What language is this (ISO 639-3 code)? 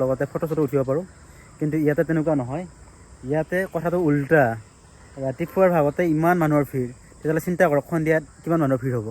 asm